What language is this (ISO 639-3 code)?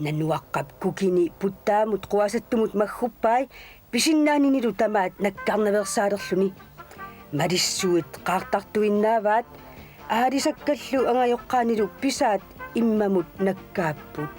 kal